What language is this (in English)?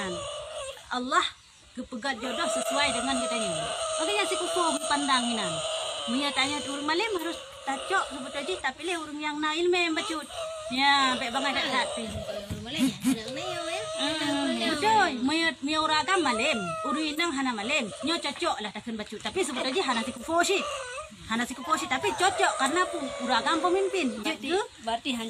Achinese